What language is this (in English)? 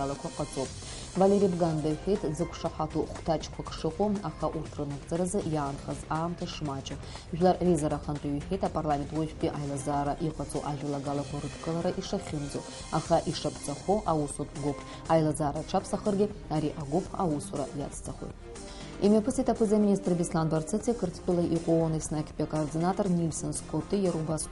Abkhazian